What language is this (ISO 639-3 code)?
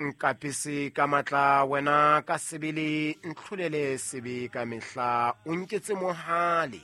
sot